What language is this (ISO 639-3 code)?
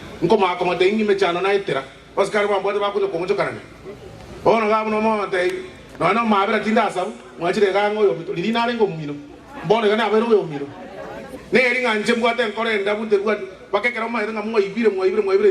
guz